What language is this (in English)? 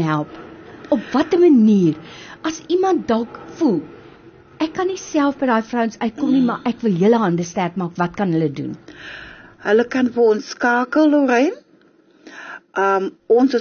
Afrikaans